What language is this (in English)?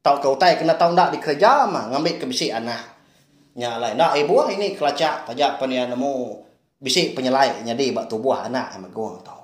Iban